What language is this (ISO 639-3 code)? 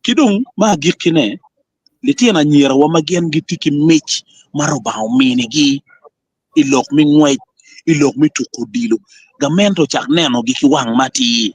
ach